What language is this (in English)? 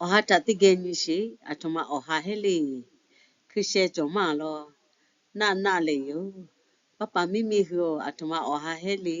Lahu